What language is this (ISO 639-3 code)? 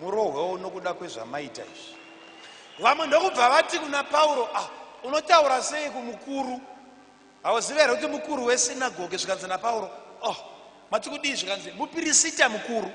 sna